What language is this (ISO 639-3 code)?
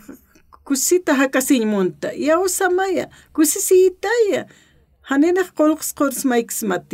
aym